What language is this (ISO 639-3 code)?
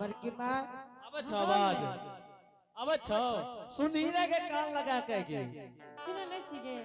anp